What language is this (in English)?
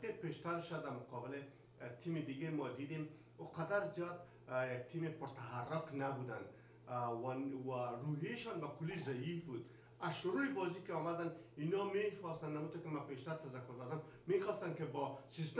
Persian